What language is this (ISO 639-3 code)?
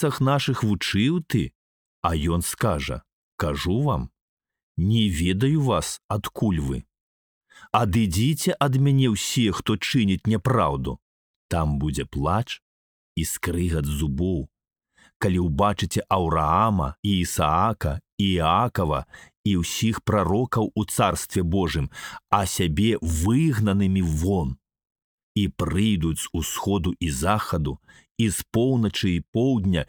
bel